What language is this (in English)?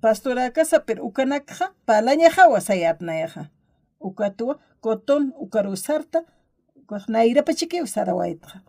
Aymara